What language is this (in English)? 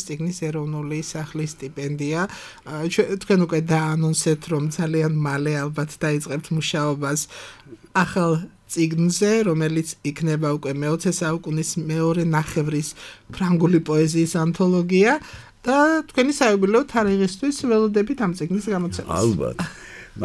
Georgian